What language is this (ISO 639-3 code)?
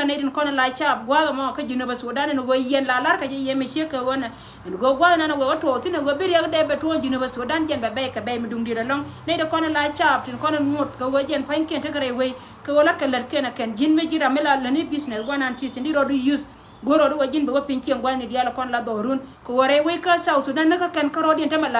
nus